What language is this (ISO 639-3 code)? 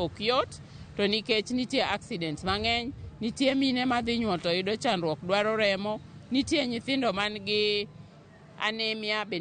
luo